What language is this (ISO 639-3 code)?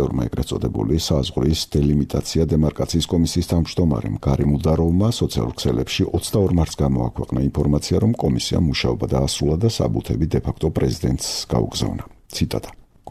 kat